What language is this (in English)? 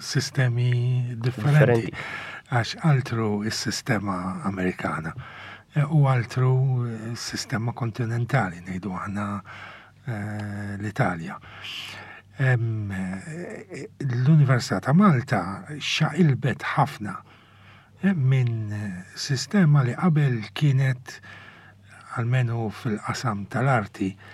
Maltese